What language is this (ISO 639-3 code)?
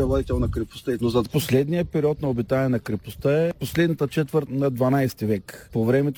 bul